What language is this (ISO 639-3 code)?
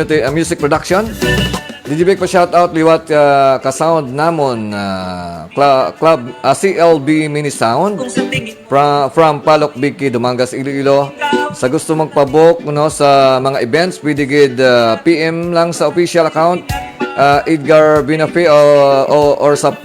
hil